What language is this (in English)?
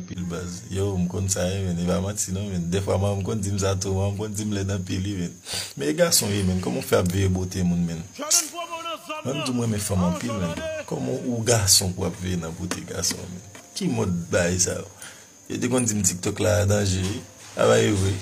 Haitian Creole